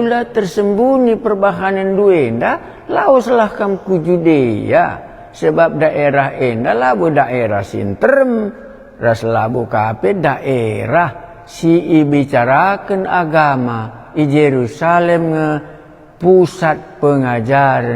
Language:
Batak Karo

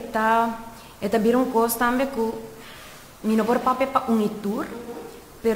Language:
Papiamento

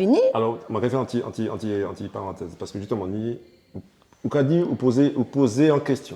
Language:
Guadeloupean Creole French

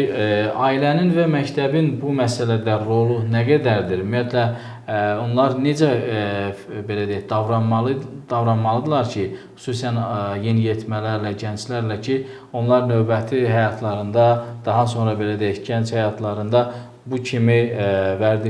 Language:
Azerbaijani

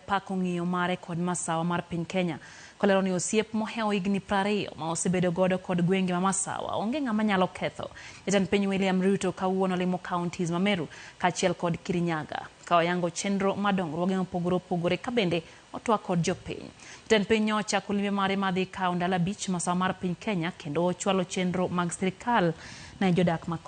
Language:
Luo (Kenya and Tanzania)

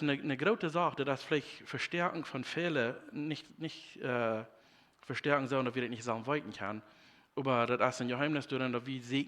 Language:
Plautdietsch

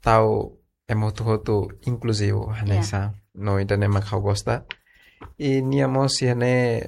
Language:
Tetum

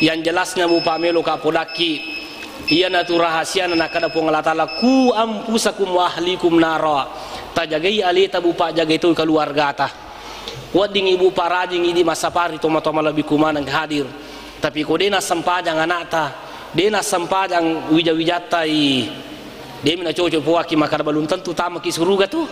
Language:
Buginese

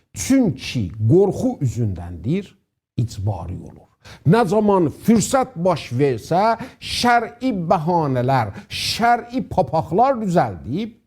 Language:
South Azerbaijani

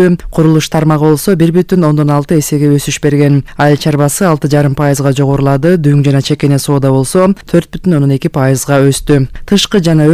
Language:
Kyrgyz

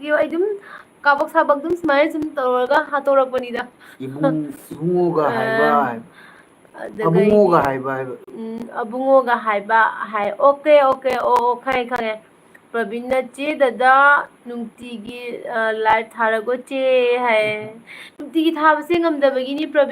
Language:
Manipuri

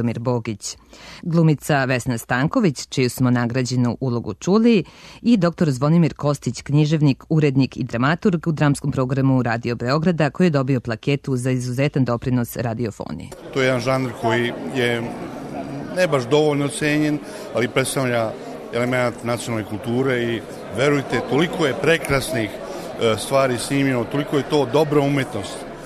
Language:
Serbian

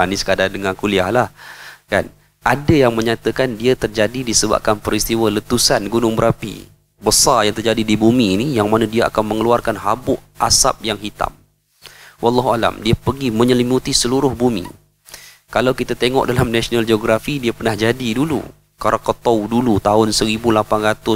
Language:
Malay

